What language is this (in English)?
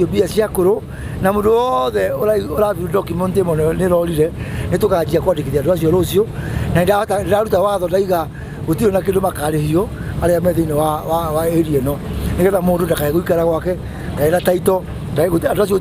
Kikuyu